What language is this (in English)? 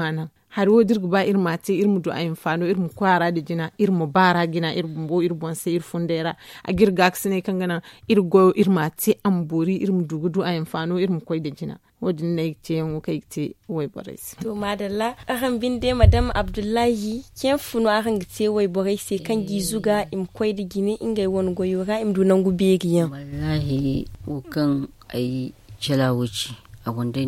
Zarma